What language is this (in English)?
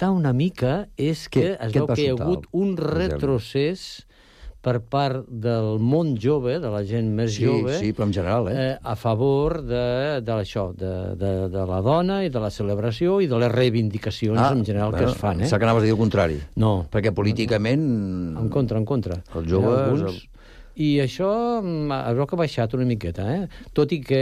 Catalan